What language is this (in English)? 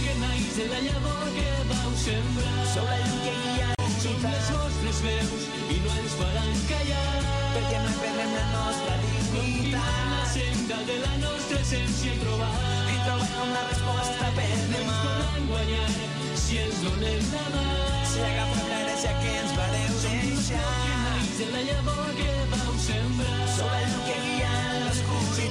Catalan